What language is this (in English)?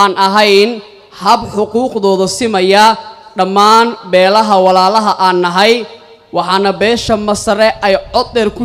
Somali